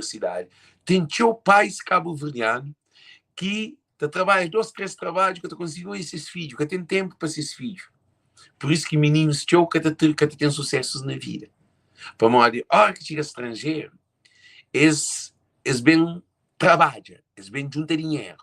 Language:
Kabuverdianu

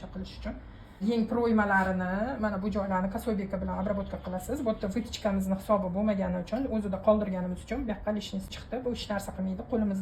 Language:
Uzbek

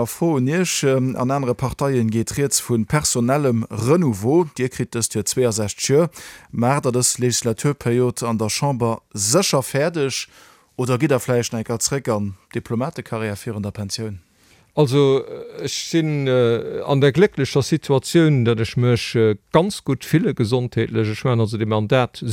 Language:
Luxembourgish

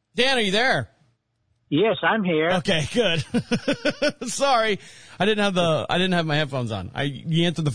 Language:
English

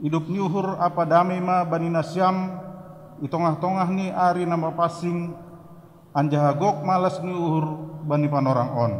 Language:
Batak Simalungun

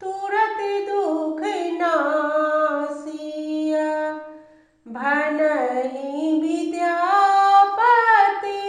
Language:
Maithili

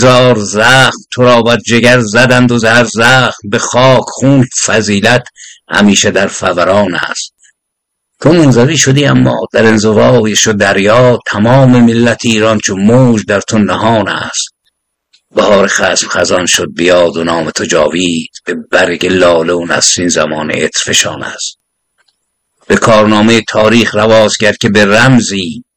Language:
Persian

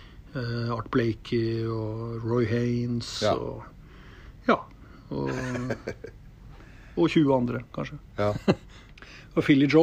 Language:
Norwegian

